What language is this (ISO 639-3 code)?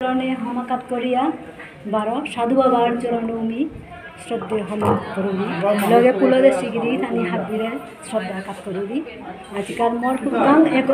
bpy